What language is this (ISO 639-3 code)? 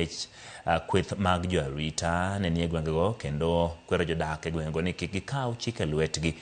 luo